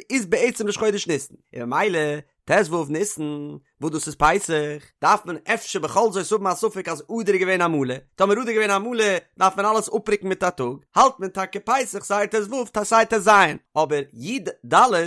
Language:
Yiddish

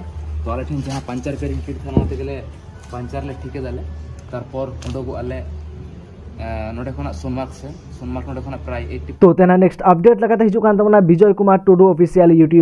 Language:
Santali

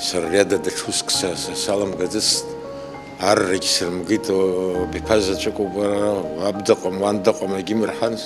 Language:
Abkhazian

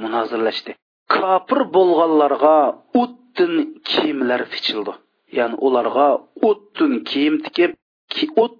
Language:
Uyghur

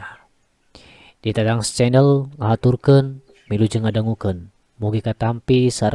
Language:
Sundanese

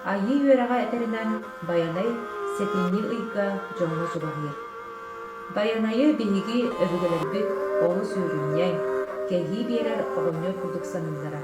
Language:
Yakut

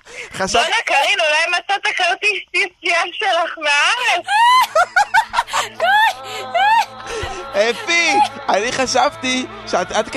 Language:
Hebrew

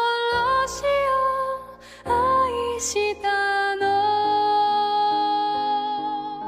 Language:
Japanese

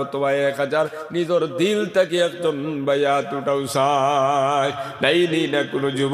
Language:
Sylheti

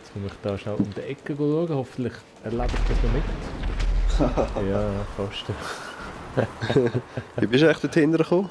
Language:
Swiss German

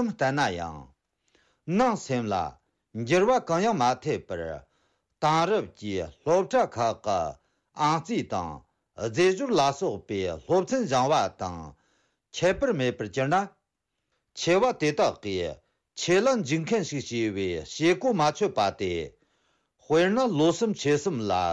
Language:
Tibetan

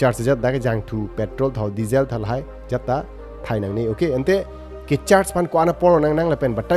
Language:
Karbi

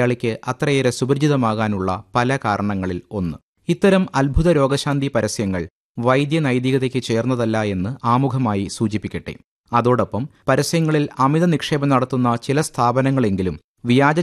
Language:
Malayalam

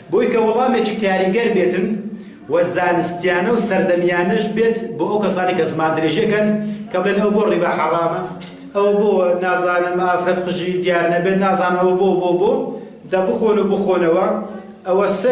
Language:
Central Kurdish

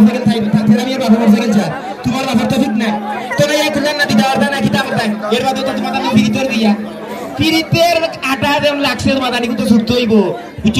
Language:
Sylheti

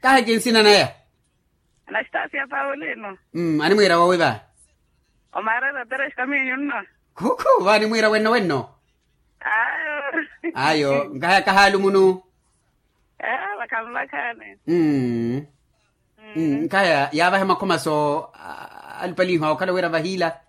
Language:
Makhuwa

